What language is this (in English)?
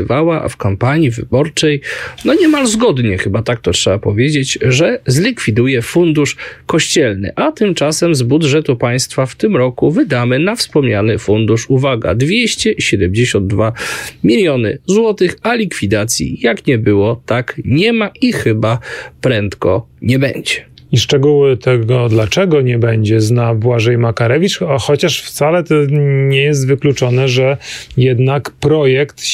Polish